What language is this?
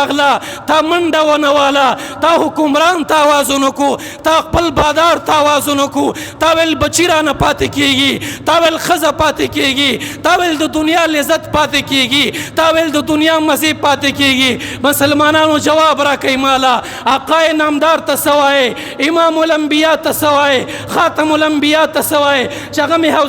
Pashto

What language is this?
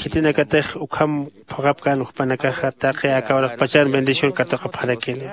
Aymara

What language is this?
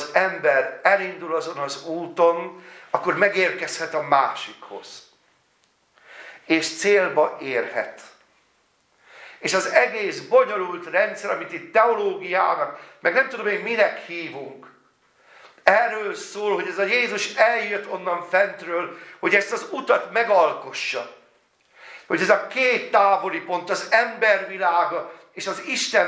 Hungarian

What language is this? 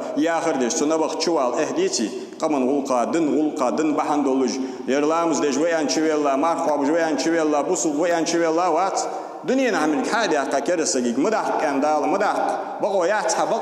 Ingush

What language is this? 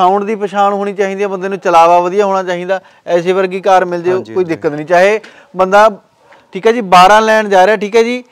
Punjabi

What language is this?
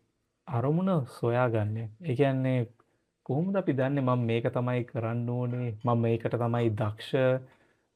Sinhala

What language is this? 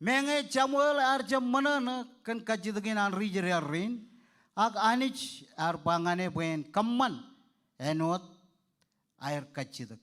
Marshallese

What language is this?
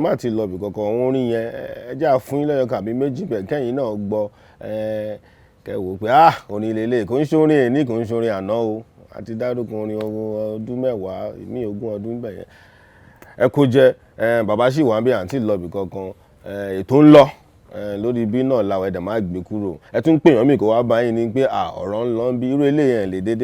Yoruba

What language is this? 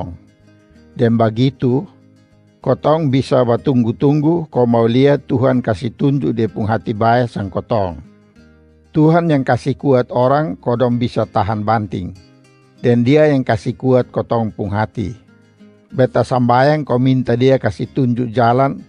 Kupang Malay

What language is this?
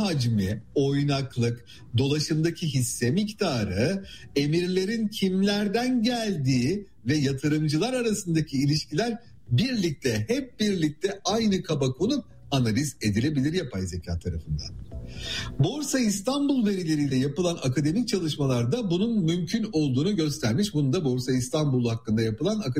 Turkish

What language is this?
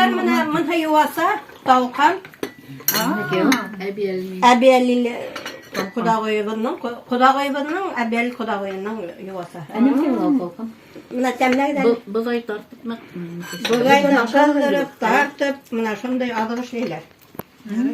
Bashkir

